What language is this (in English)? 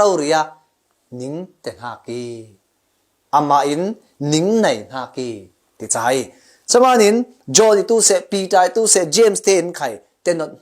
Falam Chin